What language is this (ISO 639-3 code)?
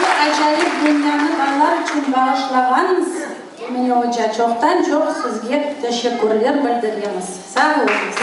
crh